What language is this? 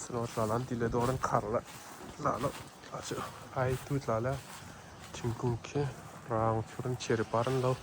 Hakha Chin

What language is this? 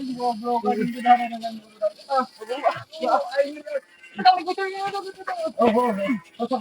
Sundanese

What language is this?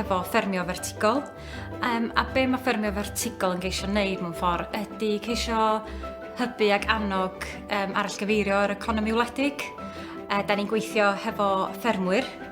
Welsh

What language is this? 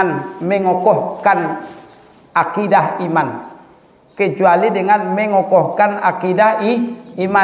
Batak Mandailing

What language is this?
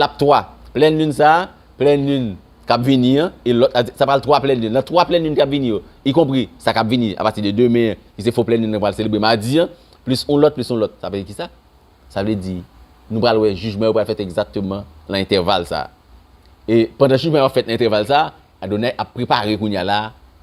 Haitian Creole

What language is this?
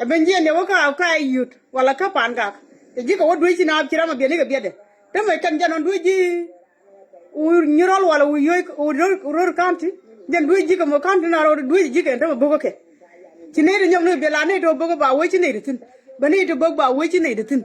Nuer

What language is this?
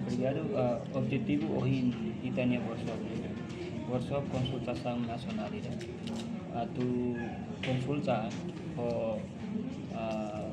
Tetum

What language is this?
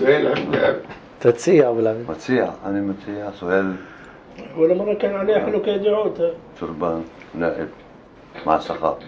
North Levantine Arabic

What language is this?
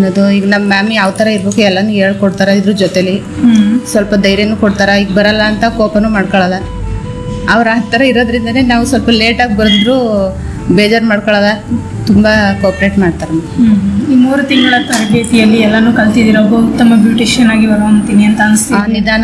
Kannada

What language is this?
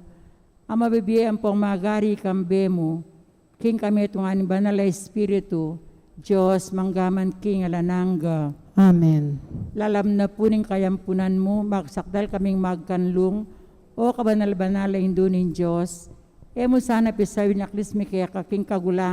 Pampanga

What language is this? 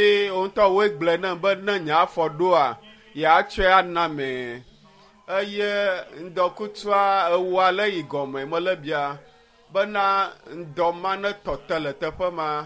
Ewe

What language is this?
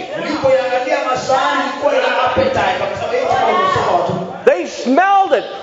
Swahili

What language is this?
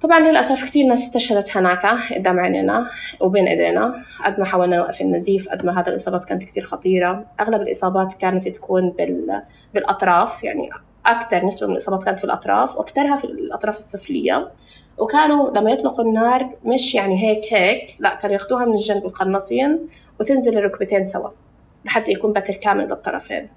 North Levantine Arabic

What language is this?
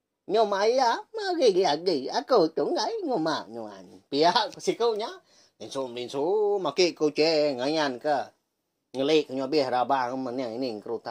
Iban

